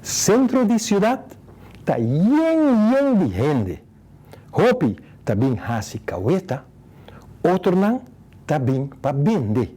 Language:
Papiamento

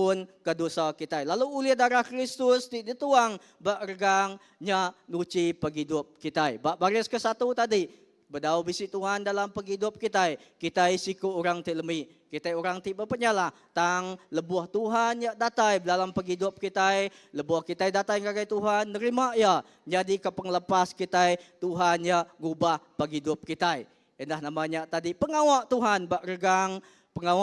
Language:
Iban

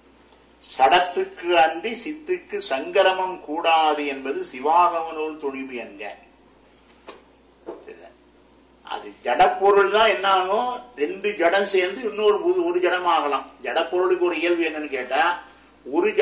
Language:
Tamil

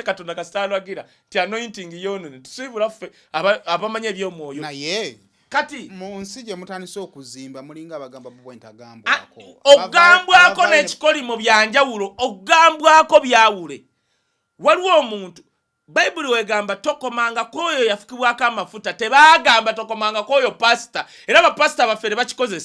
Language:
Ganda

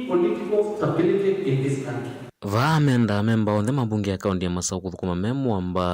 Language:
Kamba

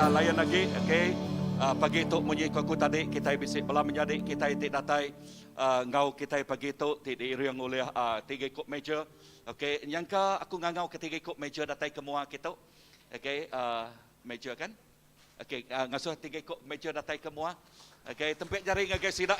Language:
Iban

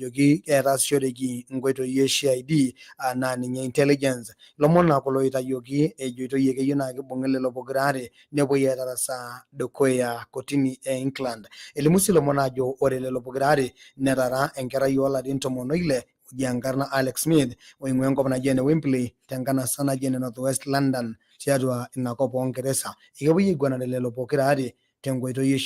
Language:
Masai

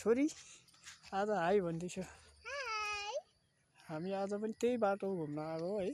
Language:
Nepali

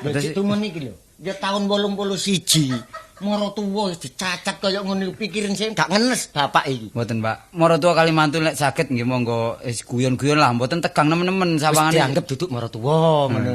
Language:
Javanese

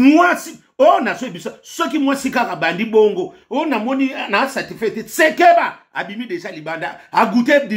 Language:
Lingala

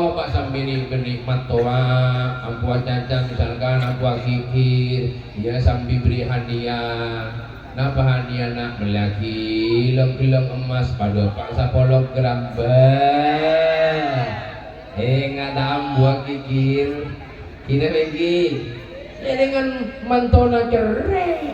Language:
Madurese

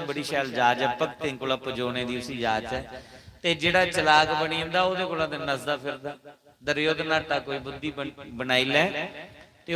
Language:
Dogri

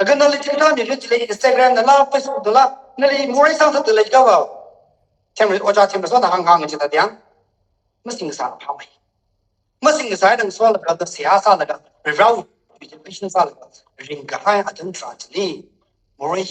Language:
Tangkhul Naga (India)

